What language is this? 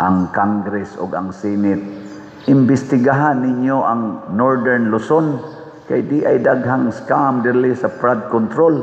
Cebuano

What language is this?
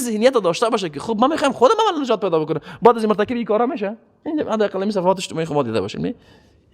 Persian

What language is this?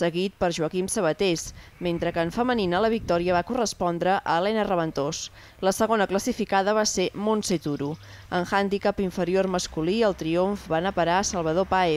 Catalan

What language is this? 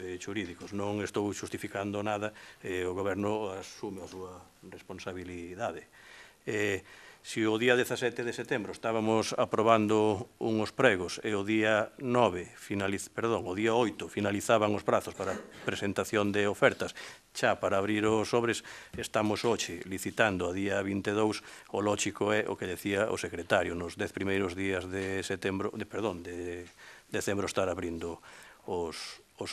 Galician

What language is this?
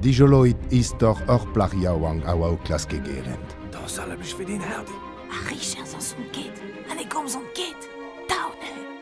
Breton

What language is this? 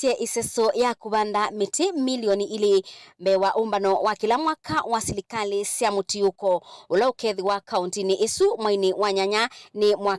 Kamba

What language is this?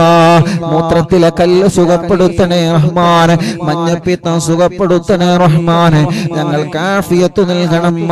Malayalam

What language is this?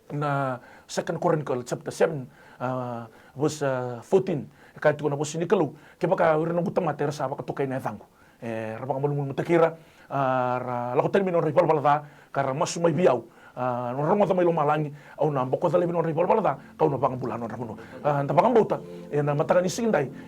Fijian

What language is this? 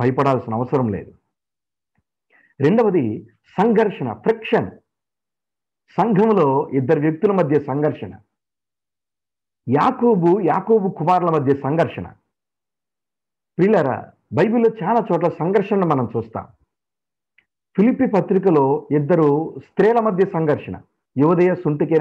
Telugu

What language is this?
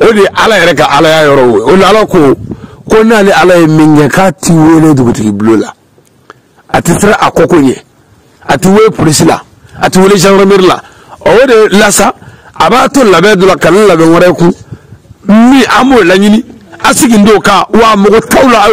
Bambara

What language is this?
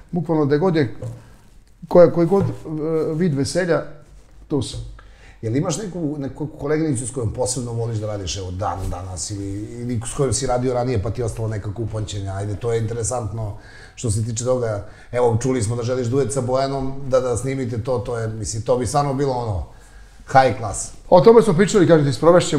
Serbian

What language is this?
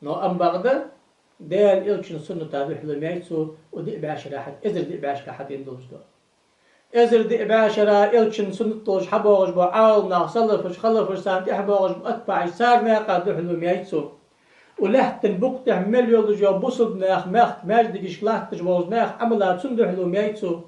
Ingush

